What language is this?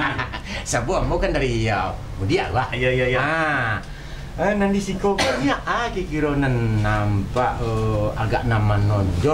Minangkabau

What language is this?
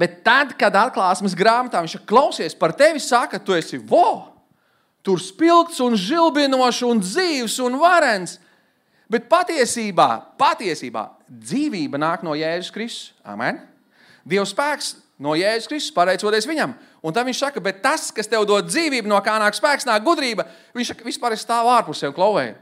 Latvian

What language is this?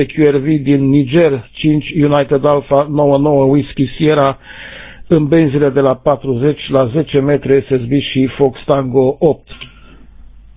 Romanian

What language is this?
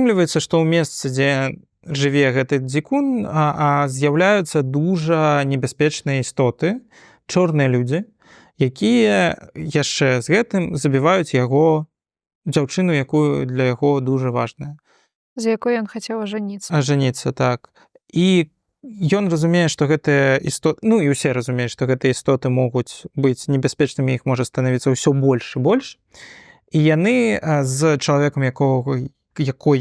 Belarusian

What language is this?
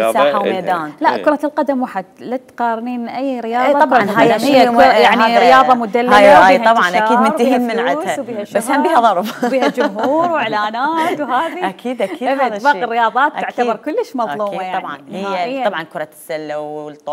Mesopotamian Arabic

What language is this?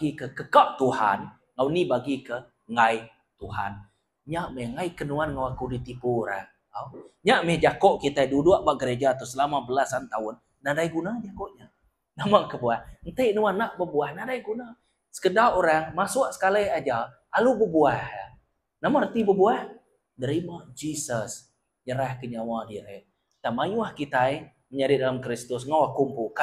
Iban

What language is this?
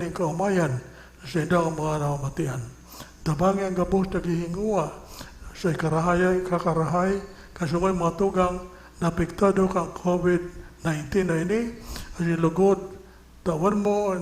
Bikol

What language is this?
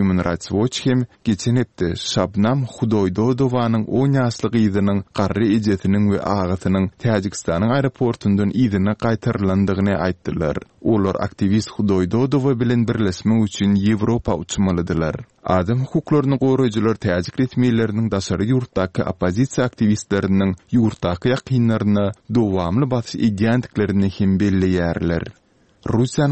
Turkmen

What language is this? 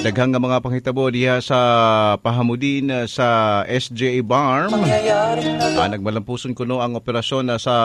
Cebuano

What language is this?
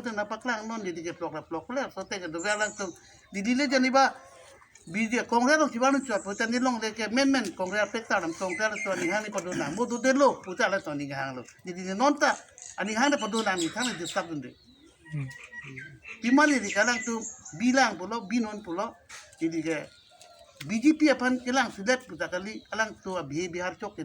Karbi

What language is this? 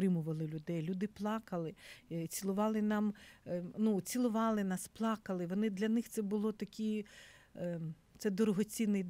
Ukrainian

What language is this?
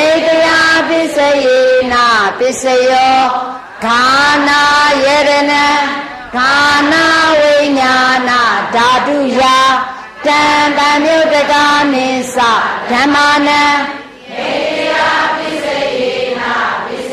Burmese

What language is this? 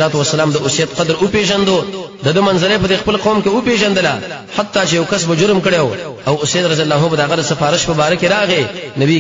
Pashto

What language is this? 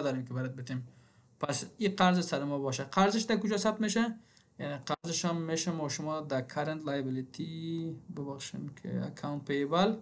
Persian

